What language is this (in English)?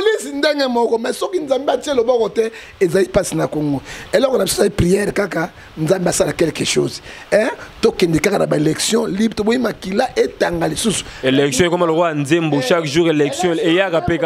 Lingala